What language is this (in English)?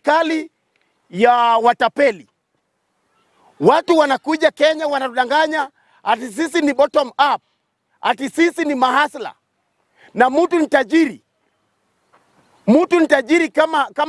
Swahili